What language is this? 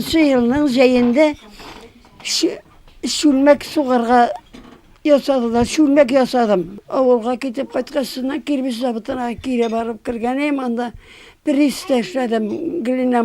Tatar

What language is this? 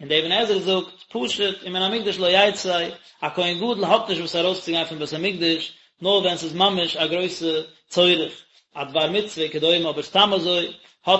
Yiddish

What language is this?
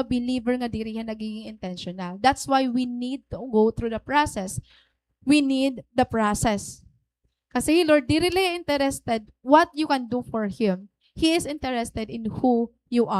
Waray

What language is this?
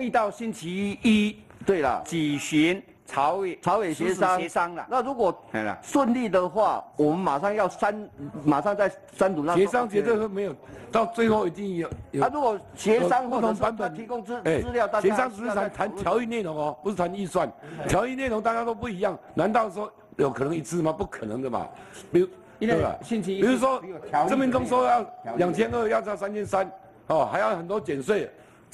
Chinese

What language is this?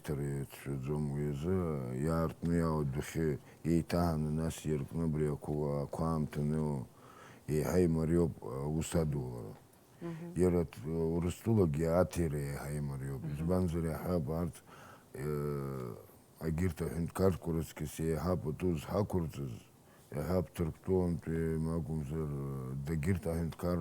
Abkhazian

